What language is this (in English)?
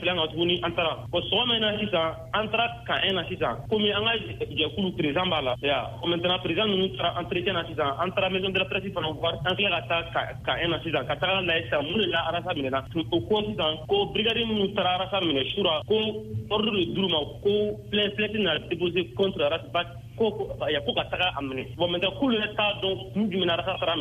Bambara